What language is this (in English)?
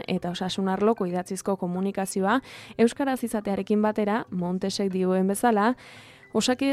Basque